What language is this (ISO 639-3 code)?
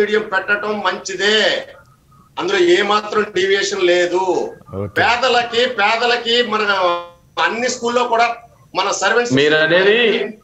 tel